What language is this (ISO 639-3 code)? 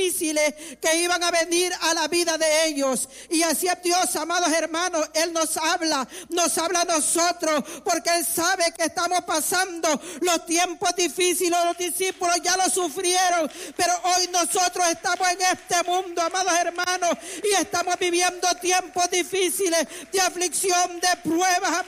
spa